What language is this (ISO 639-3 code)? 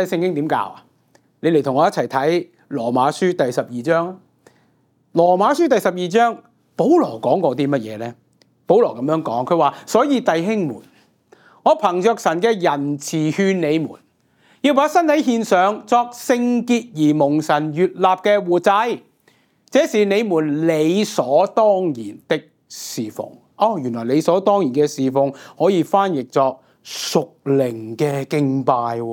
yue